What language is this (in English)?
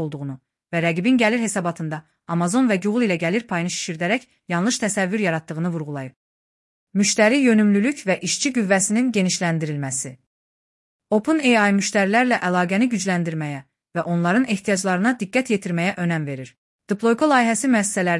Azerbaijani